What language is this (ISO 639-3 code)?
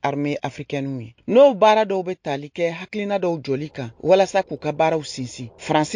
bam